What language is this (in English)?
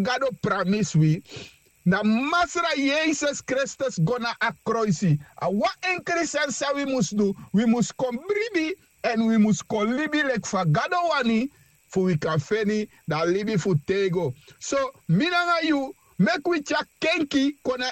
Sranan Tongo